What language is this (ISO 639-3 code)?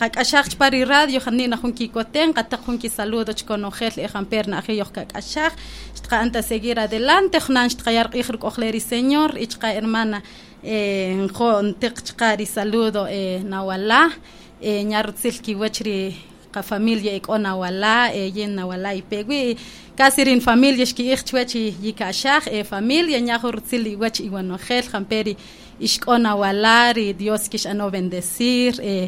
cak